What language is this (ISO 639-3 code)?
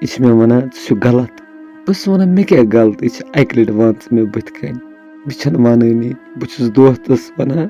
kas